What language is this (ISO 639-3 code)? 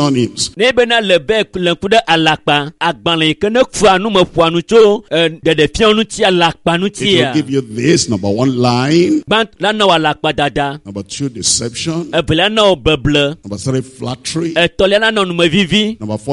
ewe